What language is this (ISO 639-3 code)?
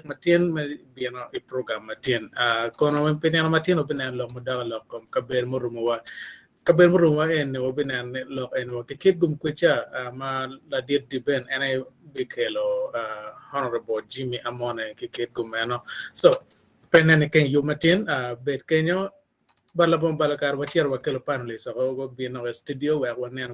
ach